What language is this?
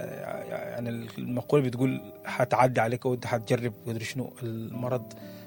Sudanese Arabic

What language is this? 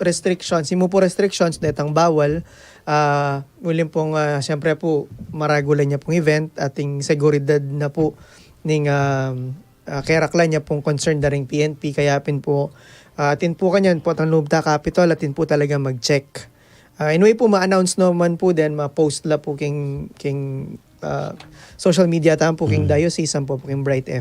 Pampanga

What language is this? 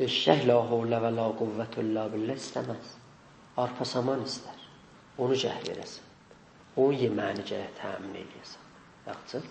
South Azerbaijani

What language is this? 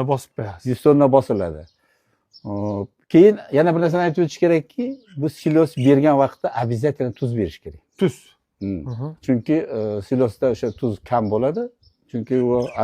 Uzbek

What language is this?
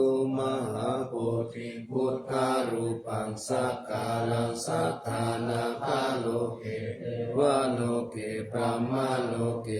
Pali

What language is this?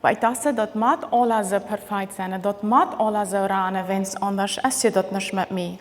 Plautdietsch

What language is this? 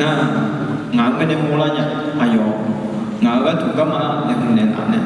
Akha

